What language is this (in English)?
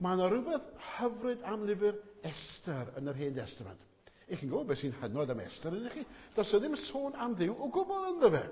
Welsh